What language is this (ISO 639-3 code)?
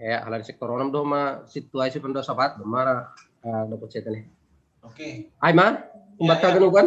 bts